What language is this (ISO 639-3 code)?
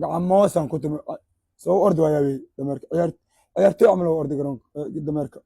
som